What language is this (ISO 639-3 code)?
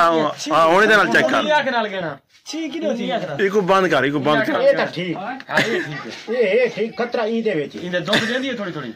skr